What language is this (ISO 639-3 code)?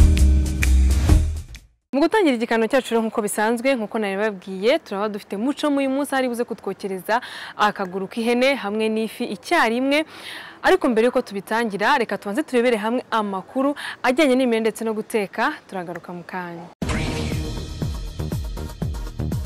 kin